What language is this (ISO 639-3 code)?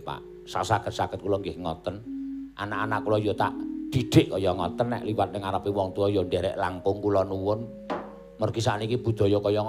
jav